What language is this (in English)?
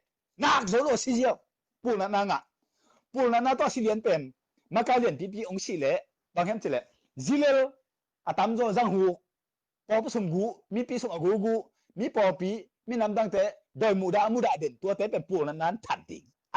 Tedim Chin